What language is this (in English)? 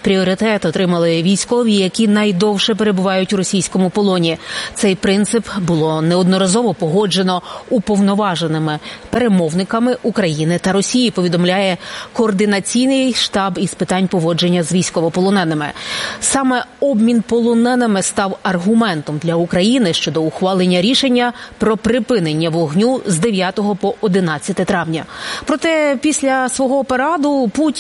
Ukrainian